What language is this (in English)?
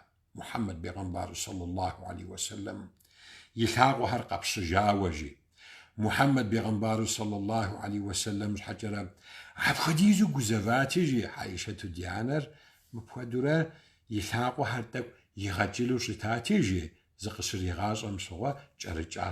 Kabardian